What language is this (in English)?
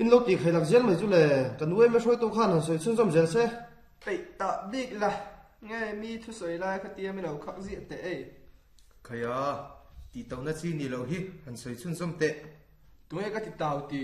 Mizo